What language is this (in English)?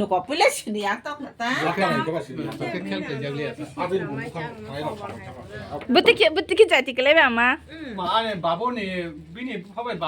Kok Borok